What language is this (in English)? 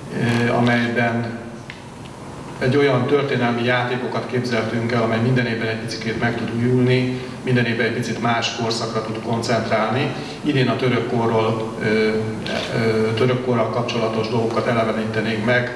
Hungarian